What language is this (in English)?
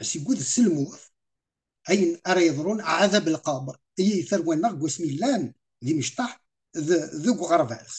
Kabyle